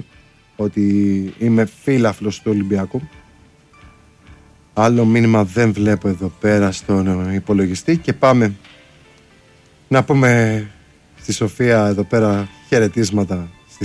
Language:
Greek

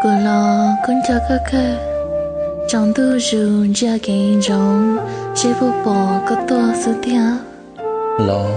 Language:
Hmong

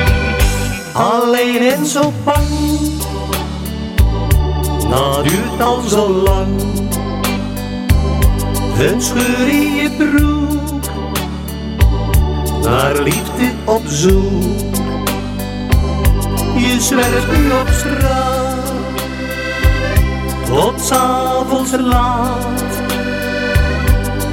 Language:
Dutch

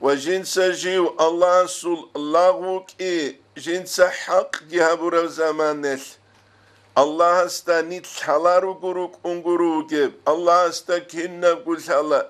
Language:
Avaric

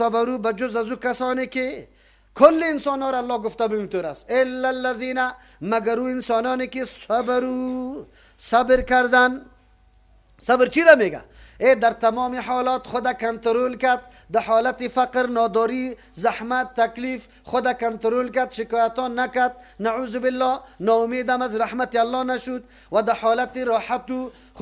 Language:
Persian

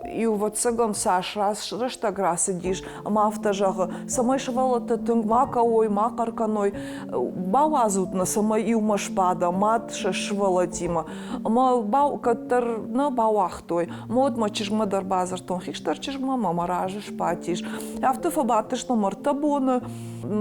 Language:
Ossetic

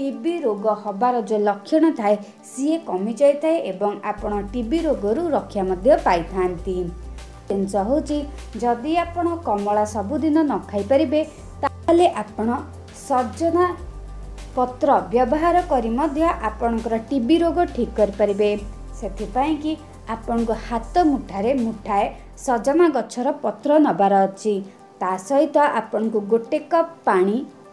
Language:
Odia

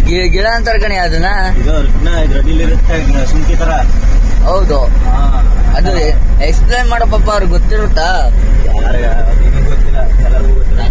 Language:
Kannada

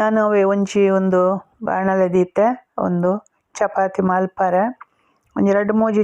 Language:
Tulu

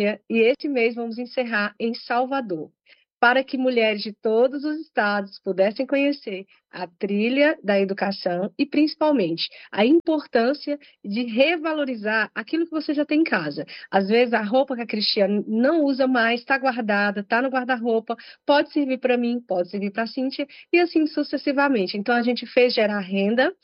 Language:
Portuguese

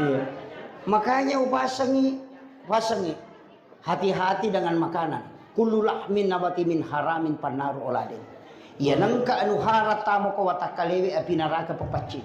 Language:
Buginese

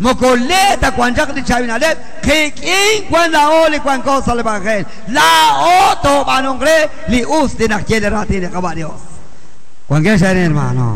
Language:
Kekchí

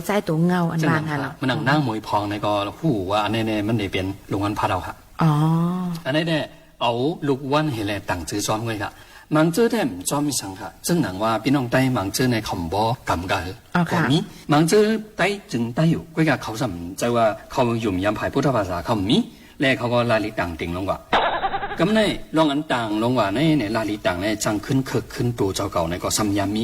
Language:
Shan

